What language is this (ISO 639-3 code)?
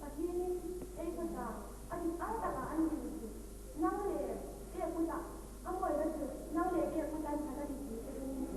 lus